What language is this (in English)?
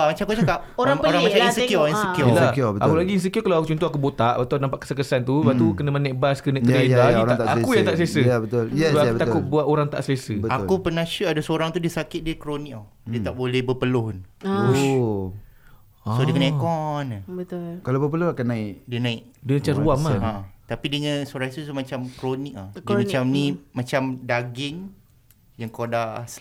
Malay